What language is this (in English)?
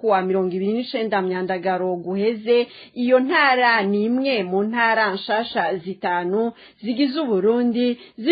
Rundi